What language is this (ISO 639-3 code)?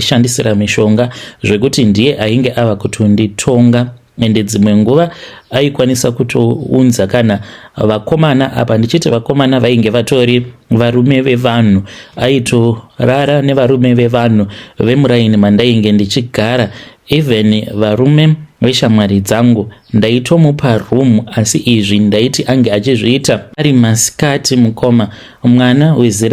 sna